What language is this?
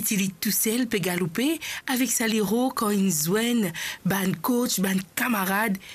Morisyen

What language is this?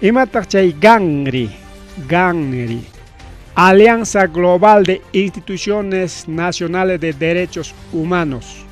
Ayacucho Quechua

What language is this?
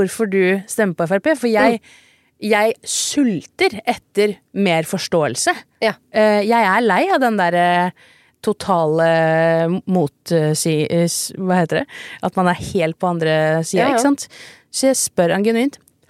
Norwegian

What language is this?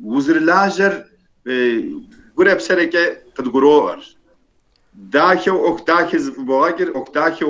Kabardian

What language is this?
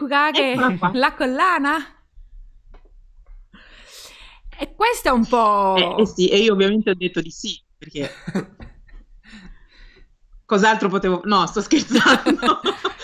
Italian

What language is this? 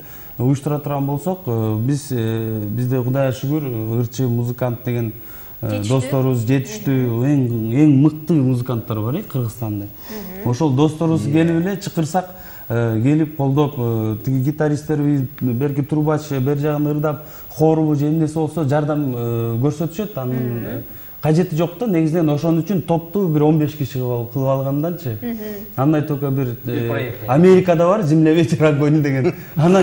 Kyrgyz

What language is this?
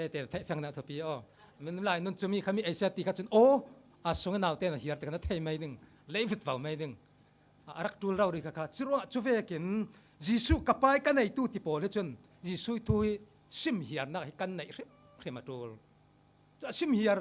Falam Chin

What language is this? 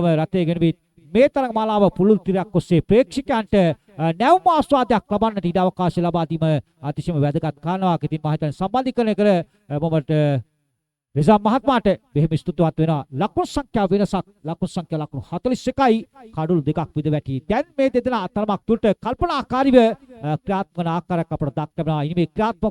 Sinhala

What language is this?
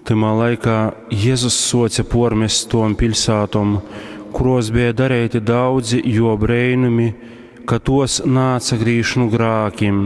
Latgalian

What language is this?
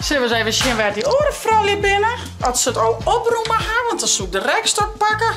Western Frisian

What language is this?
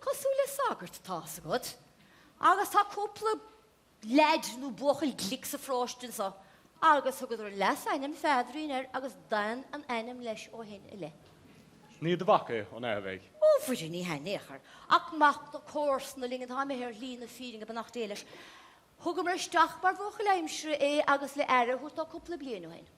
Irish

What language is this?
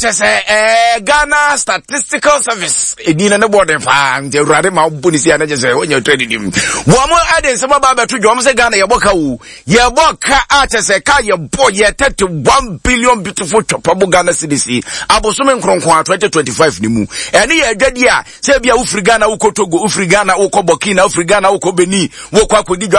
Akan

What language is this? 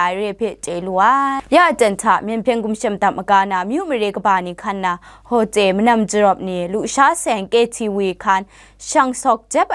Kachin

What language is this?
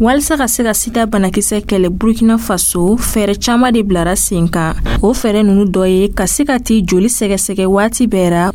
Dyula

